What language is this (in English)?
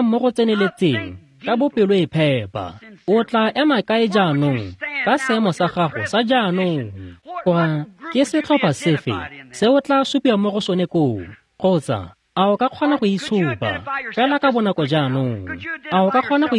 Tswana